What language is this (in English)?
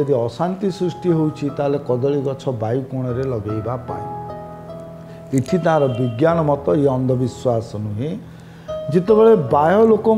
Odia